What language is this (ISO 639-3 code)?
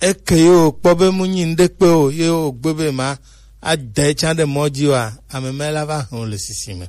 gej